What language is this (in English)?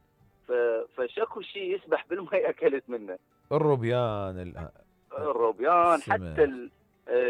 Mesopotamian Arabic